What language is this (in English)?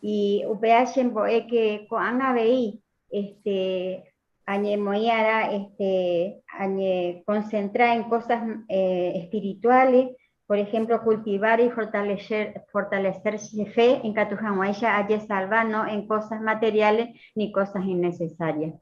Guarani